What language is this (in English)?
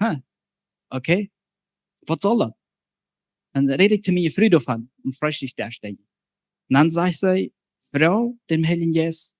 Plautdietsch